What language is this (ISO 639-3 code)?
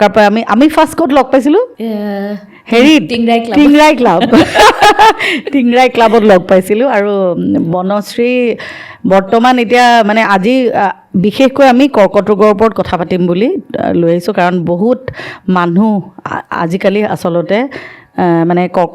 asm